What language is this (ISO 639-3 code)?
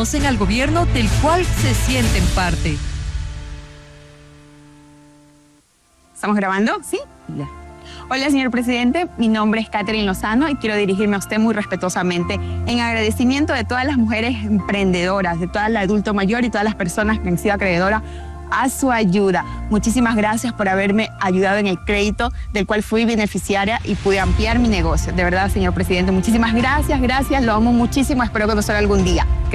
spa